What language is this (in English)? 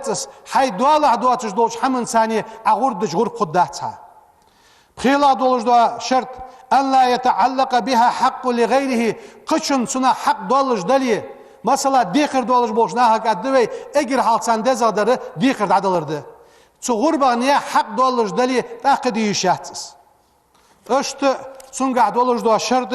Ingush